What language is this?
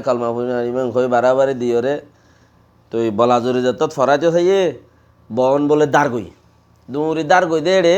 Rohingya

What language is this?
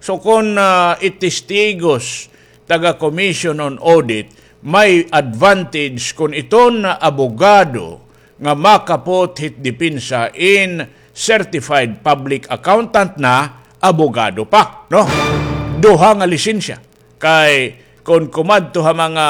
Waray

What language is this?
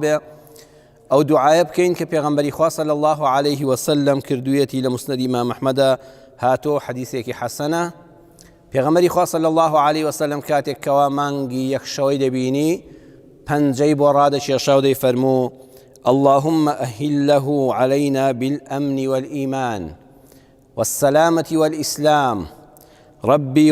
Central Kurdish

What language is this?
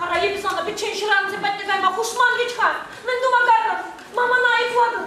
Chuvash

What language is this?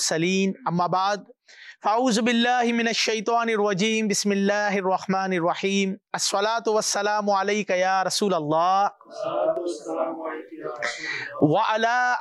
Urdu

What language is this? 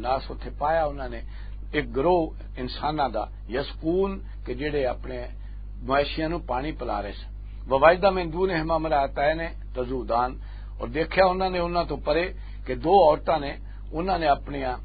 Western Panjabi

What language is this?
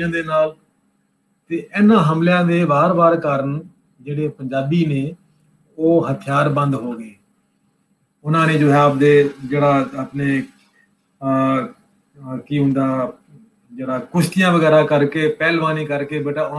Punjabi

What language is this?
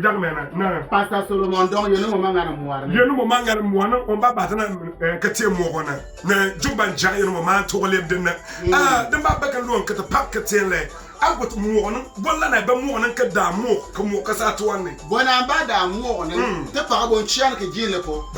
Bimoba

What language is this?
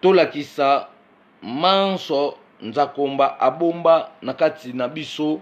Lingala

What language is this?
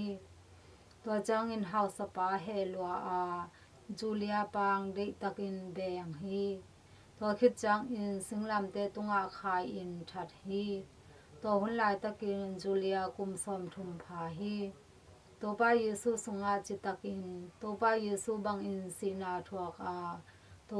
Tedim Chin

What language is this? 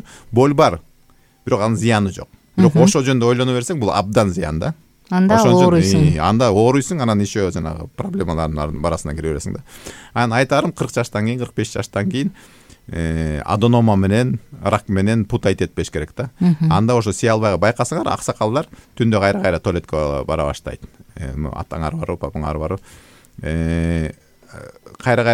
Kyrgyz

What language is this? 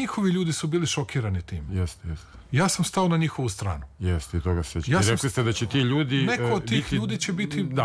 Serbian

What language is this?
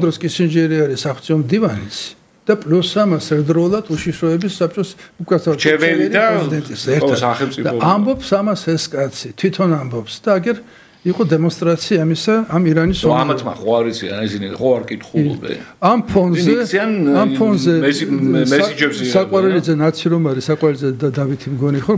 Georgian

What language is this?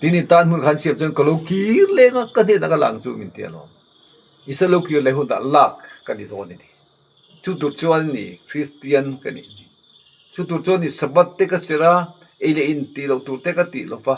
Mizo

